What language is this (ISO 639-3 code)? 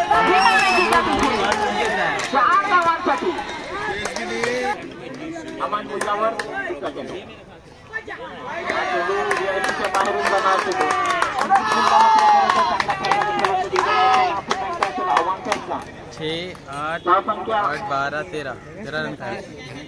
mar